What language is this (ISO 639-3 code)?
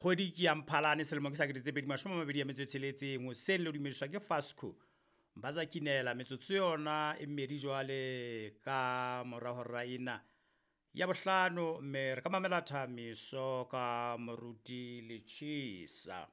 sot